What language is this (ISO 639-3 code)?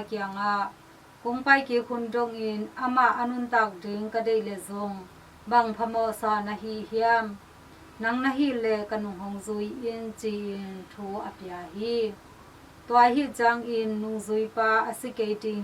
ctd